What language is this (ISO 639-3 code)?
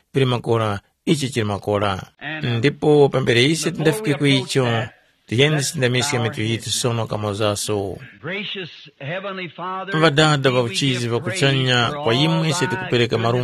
tum